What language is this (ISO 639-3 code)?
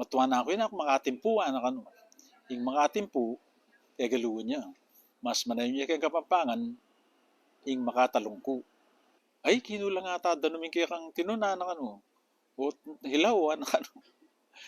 pam